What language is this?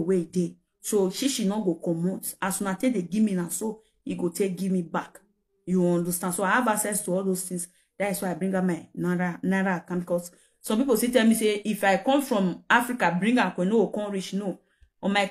Nigerian Pidgin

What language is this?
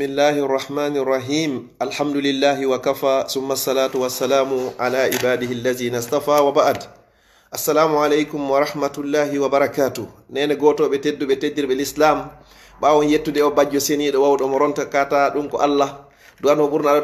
Fula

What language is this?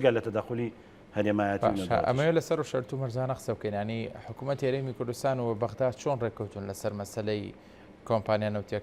Central Kurdish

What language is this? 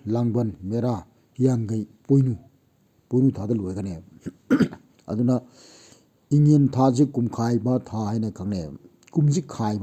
Manipuri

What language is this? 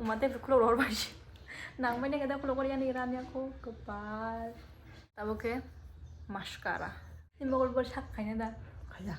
Kok Borok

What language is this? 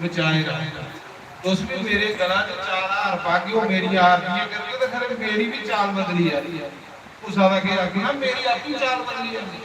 Dogri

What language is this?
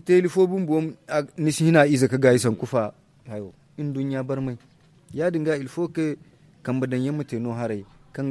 Zarma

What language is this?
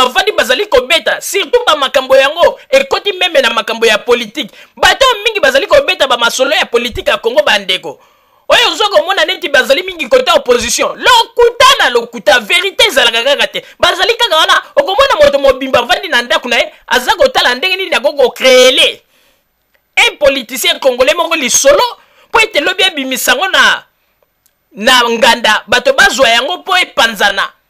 Lingala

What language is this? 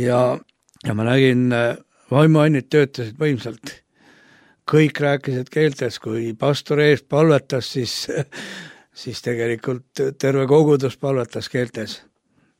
Estonian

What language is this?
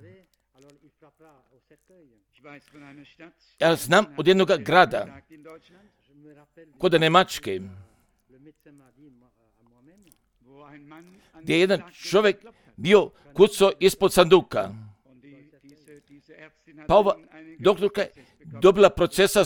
Croatian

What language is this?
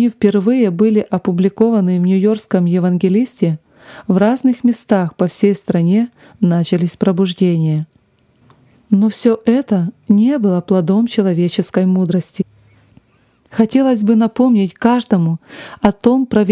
Russian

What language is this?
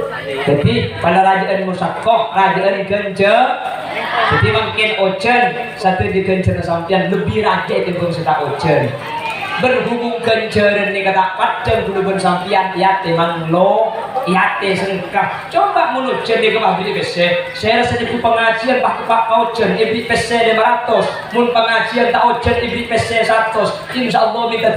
Madurese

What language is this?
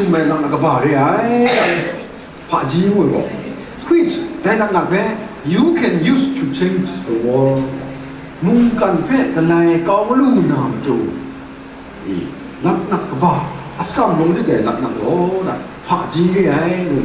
Kachin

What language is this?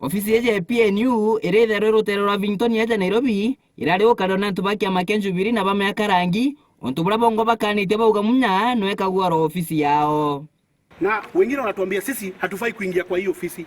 Meru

